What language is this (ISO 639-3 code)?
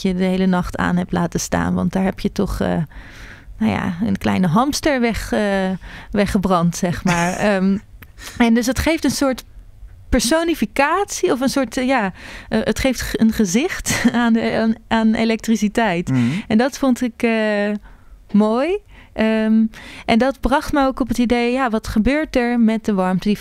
nld